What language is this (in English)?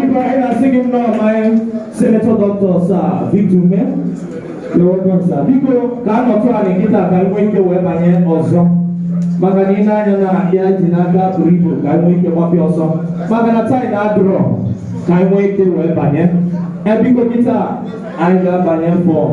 Igbo